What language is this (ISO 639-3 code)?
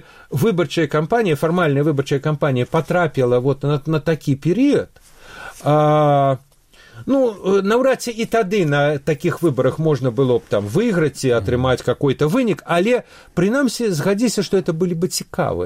bel